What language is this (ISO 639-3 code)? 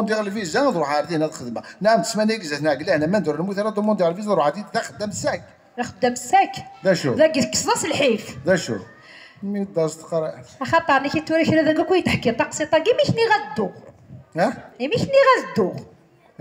kab